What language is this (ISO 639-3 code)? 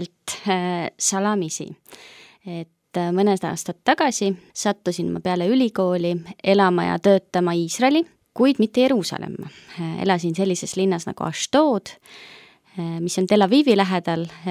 est